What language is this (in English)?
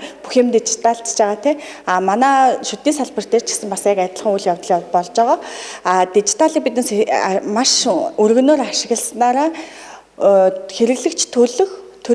Mongolian